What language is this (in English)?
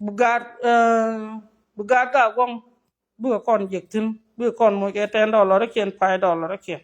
Nuer